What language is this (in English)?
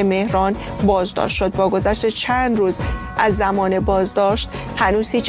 Persian